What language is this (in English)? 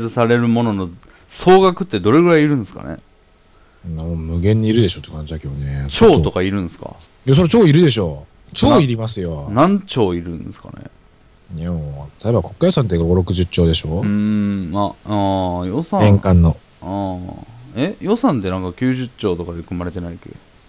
Japanese